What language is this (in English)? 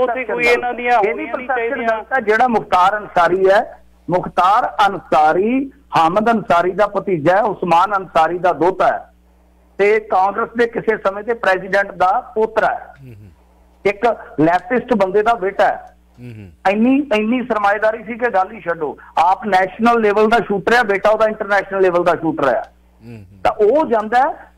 Punjabi